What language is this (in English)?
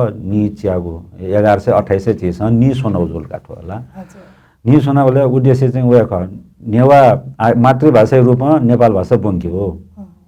Newari